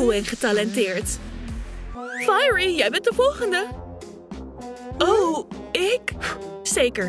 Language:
Dutch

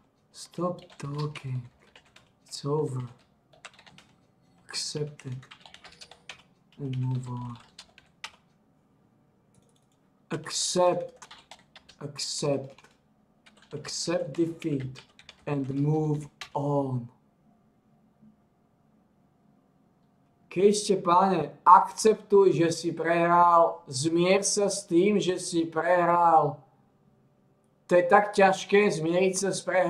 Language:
Slovak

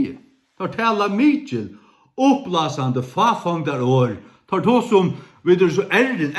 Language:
Faroese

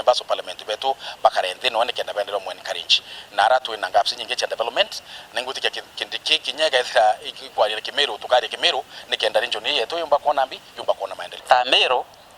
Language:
Meru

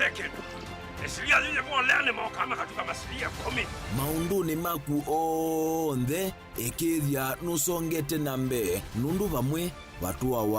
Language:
Kamba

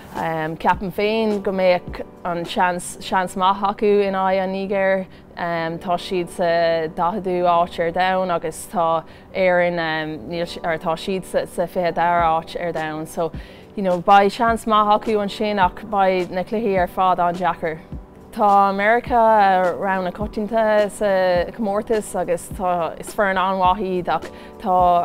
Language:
Irish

